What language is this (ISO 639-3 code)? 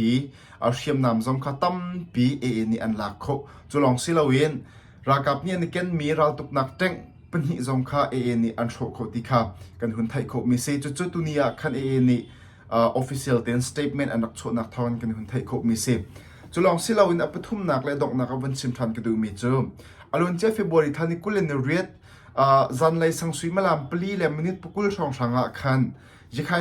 cnh